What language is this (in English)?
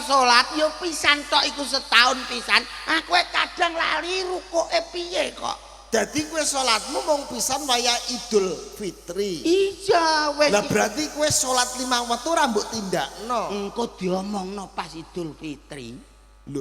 Javanese